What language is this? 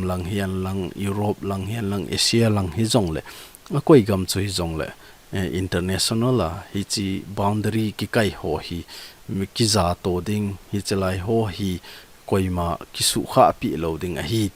Thado Chin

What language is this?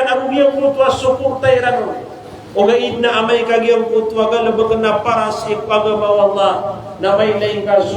Maranao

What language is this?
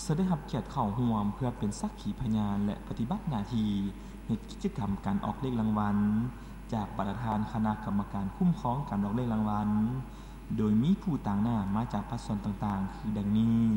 Lao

